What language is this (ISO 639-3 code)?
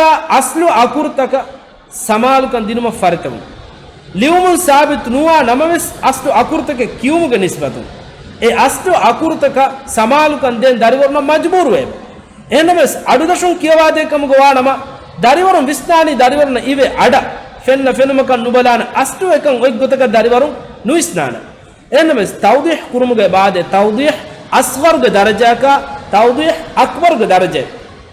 div